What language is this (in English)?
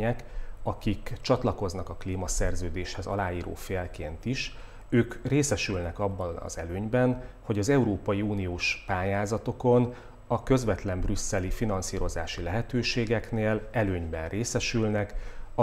Hungarian